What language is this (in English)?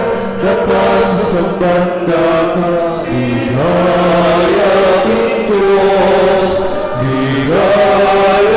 Pampanga